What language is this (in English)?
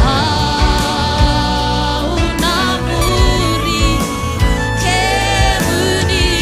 Fijian